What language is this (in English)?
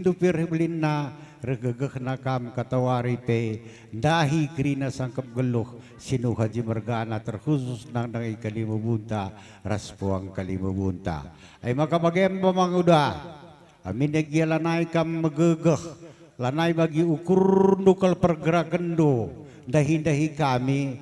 Batak Karo